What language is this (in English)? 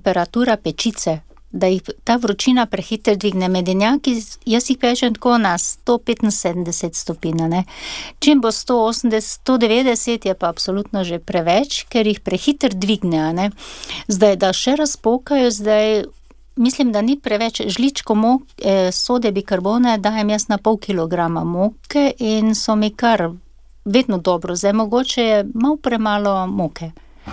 Slovenian